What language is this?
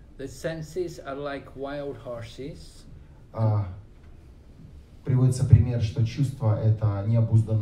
Russian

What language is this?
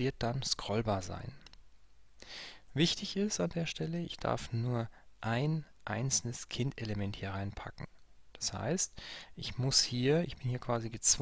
German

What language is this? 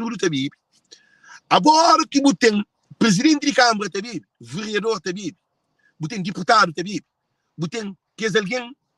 Kabuverdianu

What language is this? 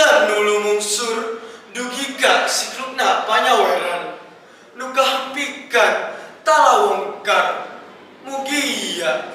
Sundanese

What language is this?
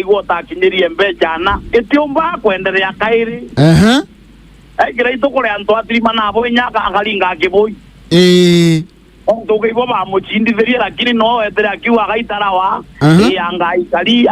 Meru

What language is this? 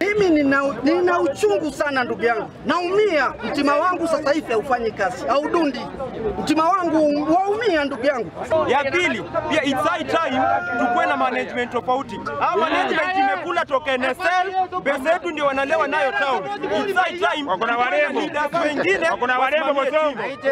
Gusii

